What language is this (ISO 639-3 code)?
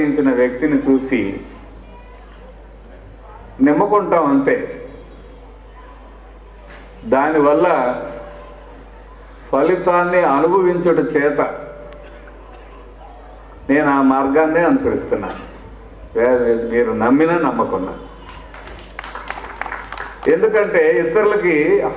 tel